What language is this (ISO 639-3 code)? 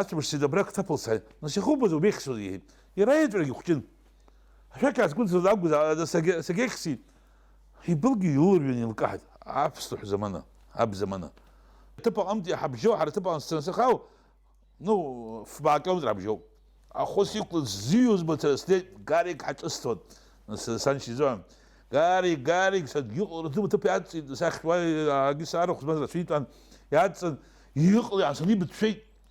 abk